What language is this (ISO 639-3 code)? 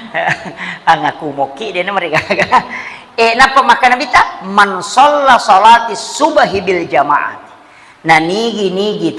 bug